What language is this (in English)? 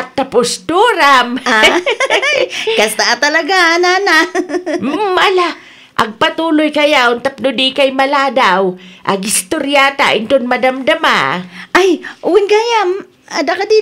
Iloko